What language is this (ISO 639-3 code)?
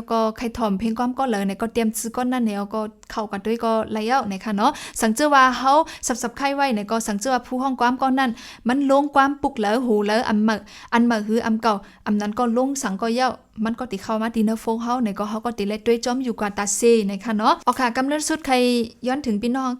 shn